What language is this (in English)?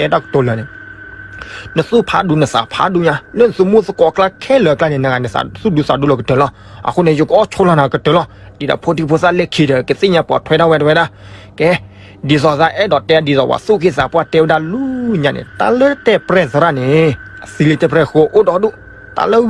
S'gaw Karen